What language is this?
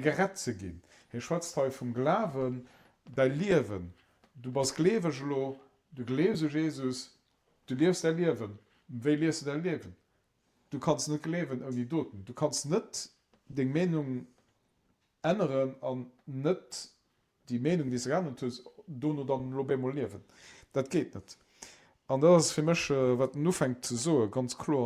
Luxembourgish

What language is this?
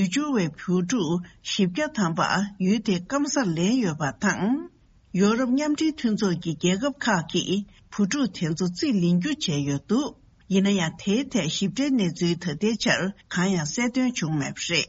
Tibetan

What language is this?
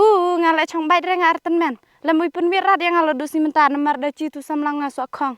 Khasi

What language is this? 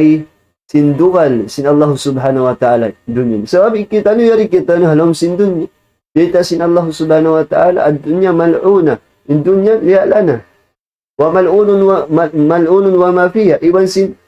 Tausug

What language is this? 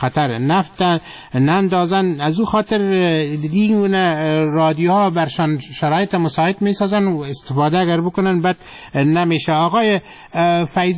Persian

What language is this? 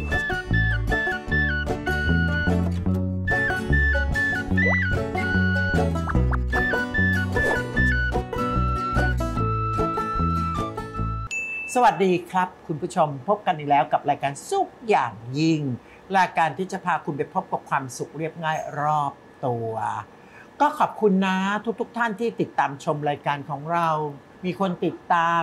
Thai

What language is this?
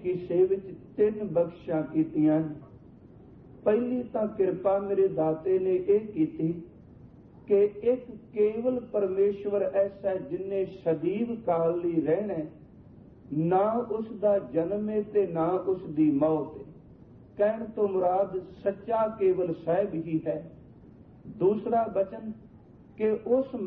Punjabi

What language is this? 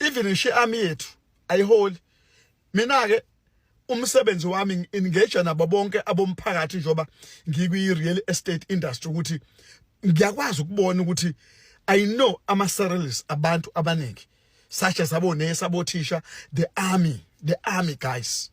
Zulu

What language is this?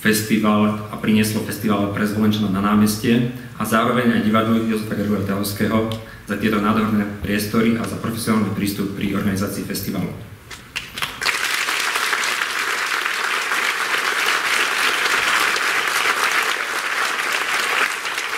Slovak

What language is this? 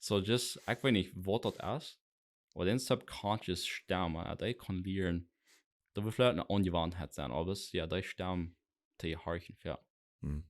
Plautdietsch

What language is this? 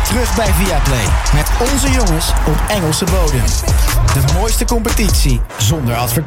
Dutch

